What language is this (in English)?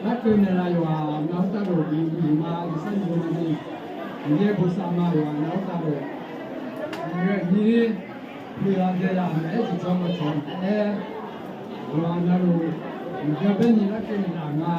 Akha